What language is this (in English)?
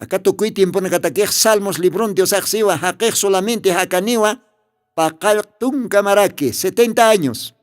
Aymara